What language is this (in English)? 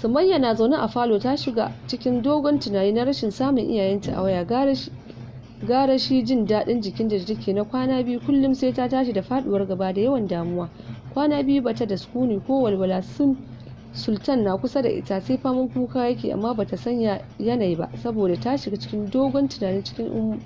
Hausa